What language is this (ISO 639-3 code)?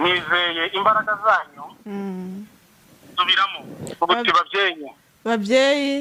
kin